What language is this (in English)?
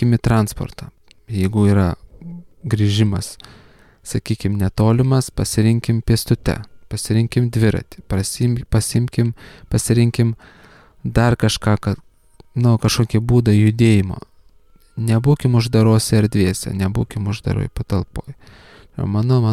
Lithuanian